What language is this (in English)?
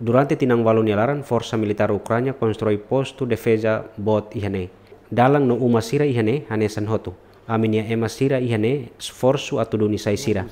Tetum